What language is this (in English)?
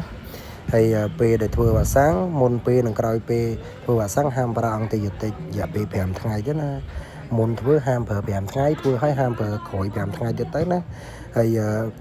Khmer